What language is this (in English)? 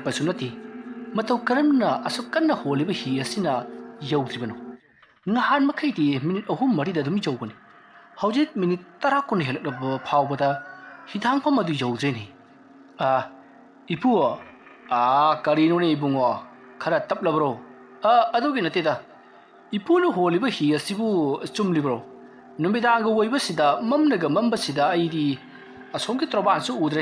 Manipuri